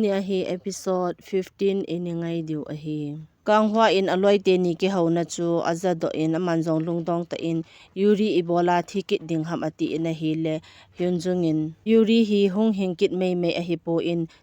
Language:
Thado Chin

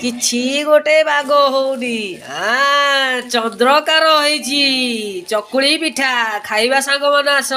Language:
Odia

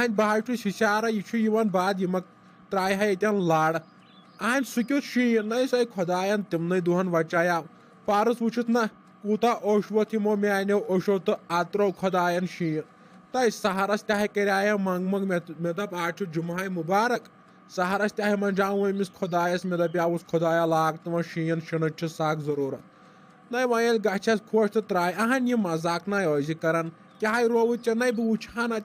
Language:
Kashmiri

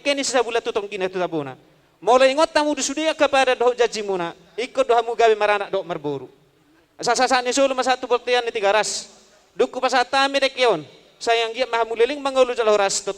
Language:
Batak Toba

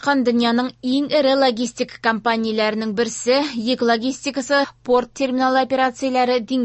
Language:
Tatar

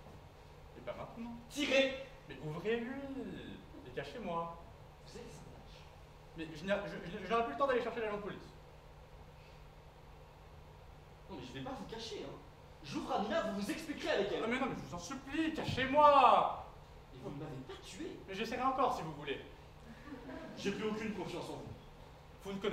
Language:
French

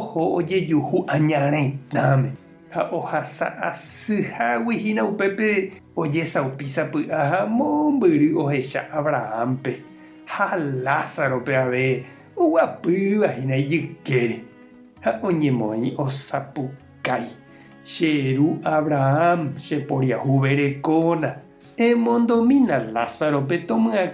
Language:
Guarani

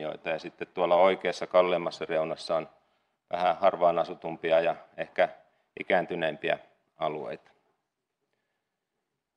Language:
Finnish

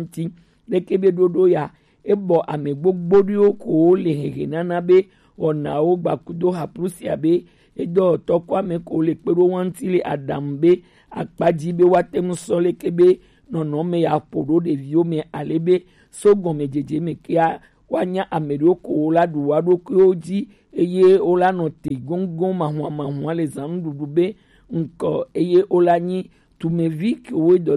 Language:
Gen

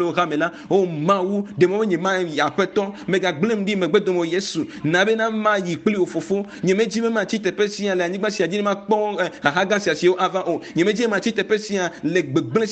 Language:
Ewe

